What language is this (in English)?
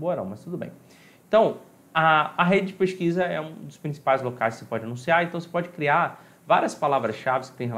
Portuguese